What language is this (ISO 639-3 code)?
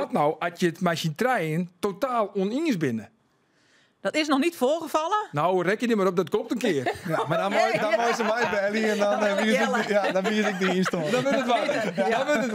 fry